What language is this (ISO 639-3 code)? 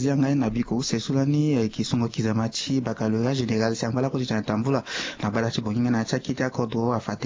sag